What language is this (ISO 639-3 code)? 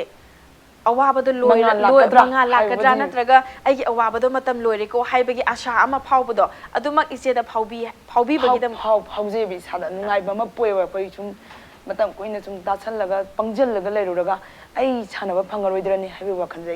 mni